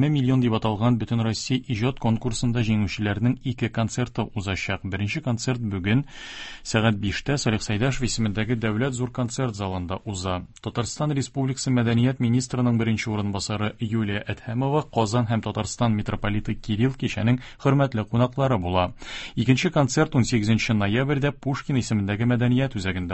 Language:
Tatar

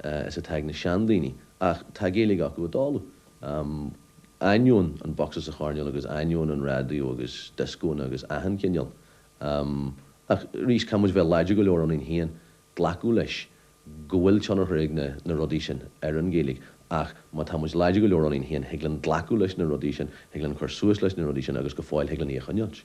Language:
Irish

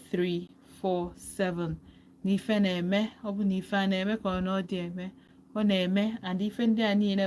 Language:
Igbo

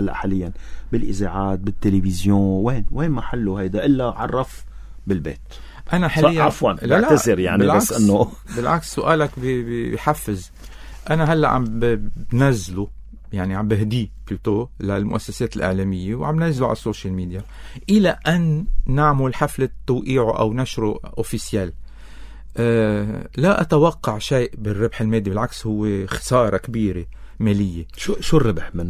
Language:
North Levantine Arabic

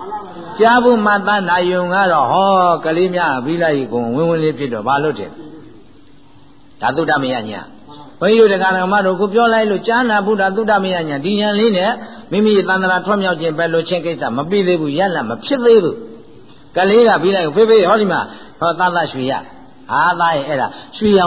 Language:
Burmese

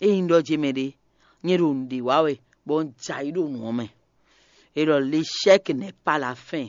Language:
Fon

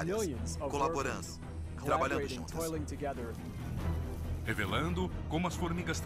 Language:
Portuguese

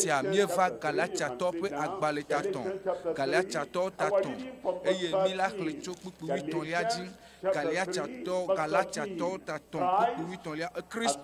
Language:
Ewe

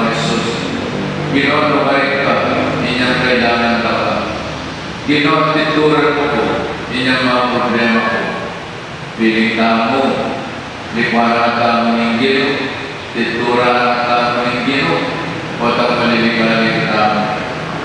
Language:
Pampanga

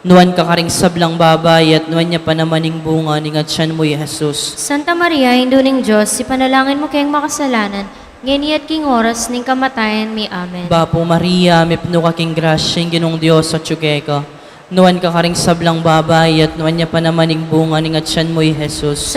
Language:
Pampanga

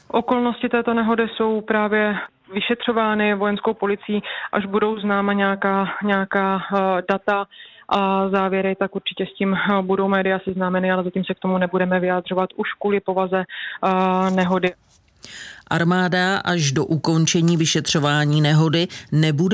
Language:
Czech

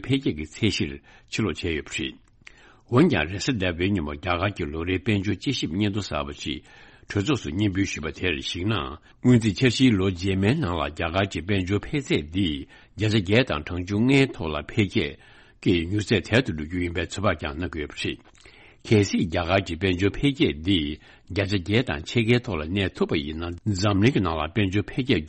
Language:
Tibetan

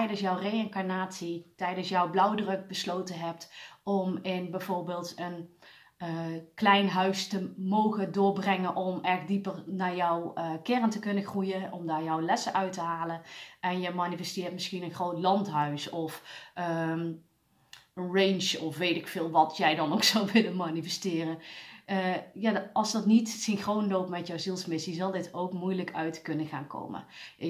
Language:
Dutch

